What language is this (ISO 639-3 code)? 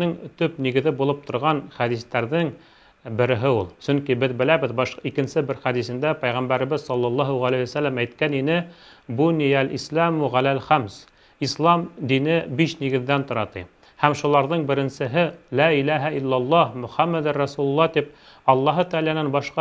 bak